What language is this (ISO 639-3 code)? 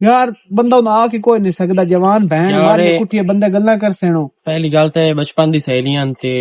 lah